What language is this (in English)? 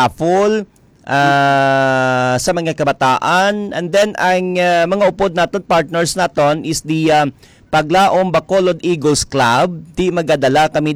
Hiligaynon